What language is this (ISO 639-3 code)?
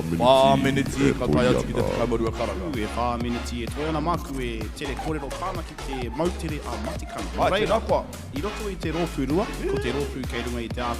mri